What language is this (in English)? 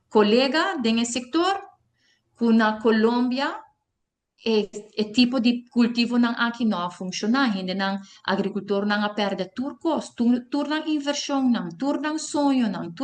Papiamento